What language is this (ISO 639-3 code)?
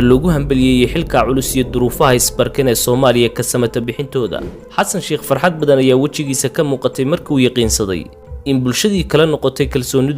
som